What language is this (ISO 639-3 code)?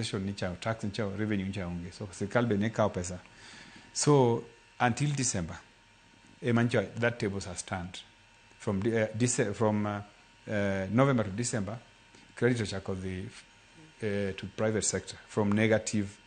luo